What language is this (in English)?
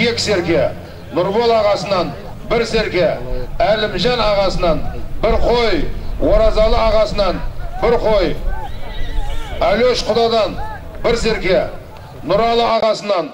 Kazakh